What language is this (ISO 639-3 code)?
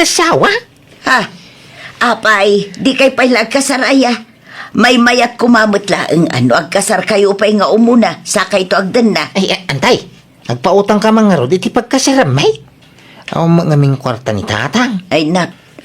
ilo